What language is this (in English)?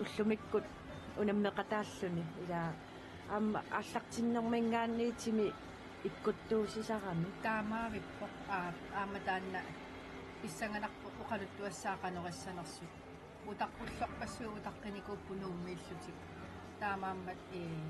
Kalaallisut